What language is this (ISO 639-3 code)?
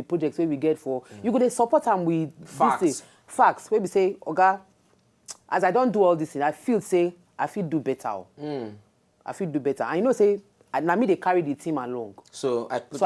pcm